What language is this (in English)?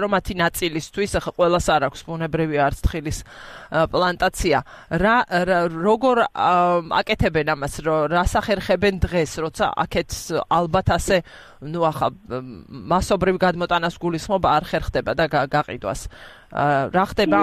Georgian